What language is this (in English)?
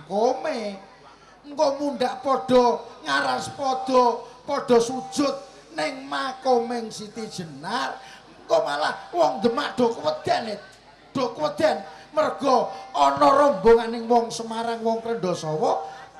Javanese